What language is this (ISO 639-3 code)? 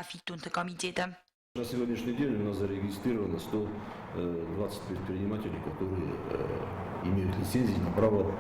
oss